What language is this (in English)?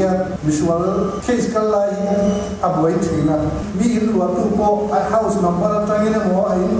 Mizo